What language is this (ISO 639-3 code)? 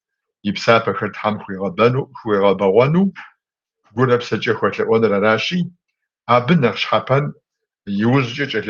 kbd